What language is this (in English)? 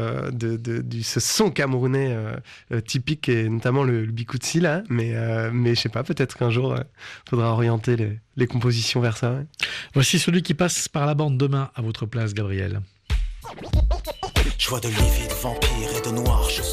French